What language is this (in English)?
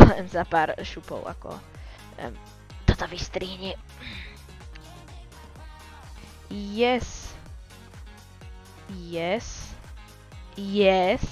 Slovak